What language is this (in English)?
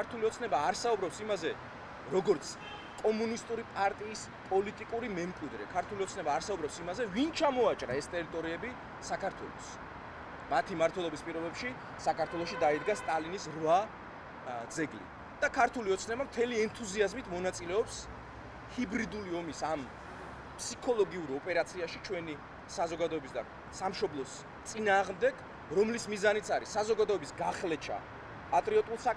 Georgian